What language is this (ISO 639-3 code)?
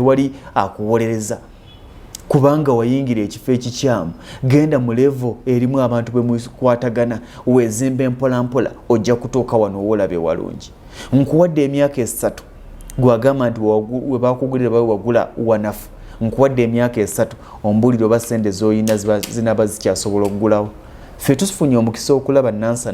lug